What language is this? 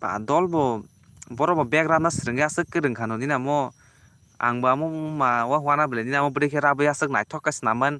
Kok Borok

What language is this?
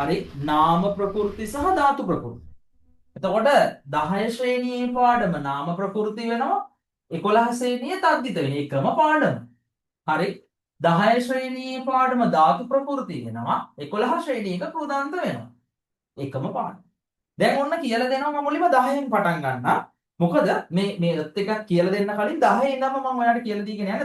Sinhala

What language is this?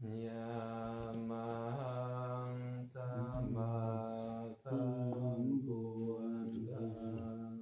Pali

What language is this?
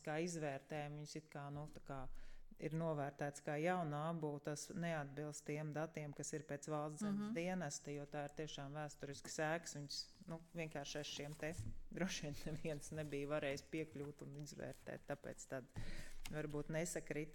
Latvian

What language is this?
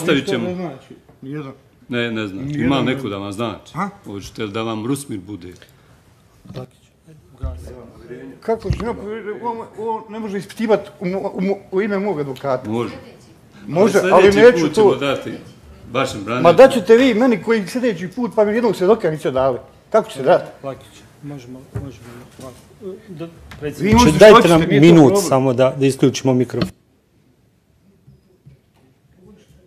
Bosnian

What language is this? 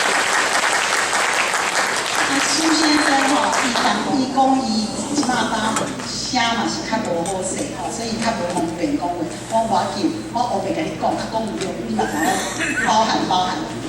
Min Nan Chinese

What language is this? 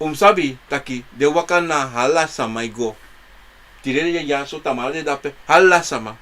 Sranan Tongo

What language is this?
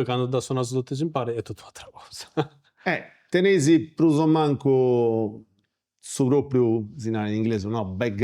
Sardinian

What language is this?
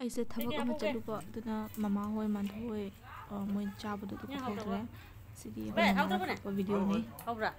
Manipuri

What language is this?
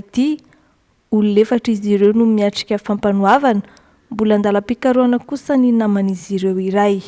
Malagasy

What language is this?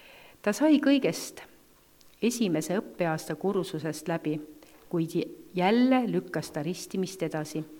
Estonian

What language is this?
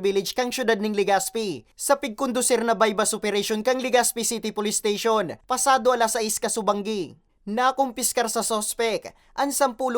Bikol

